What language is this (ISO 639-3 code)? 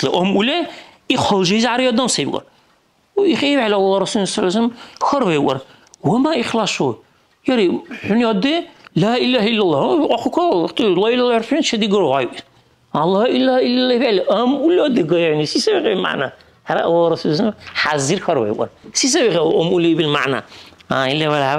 dar